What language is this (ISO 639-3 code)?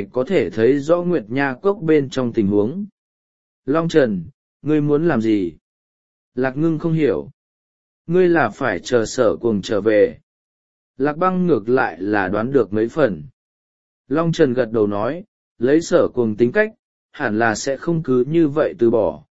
vie